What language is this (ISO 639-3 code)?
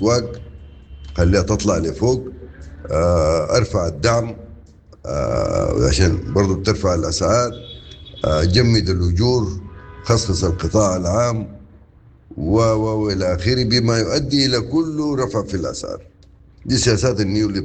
apd